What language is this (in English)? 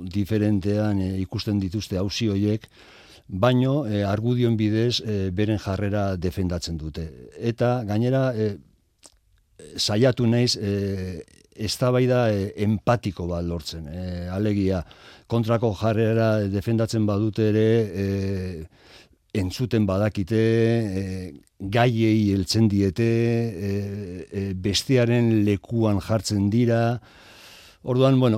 Basque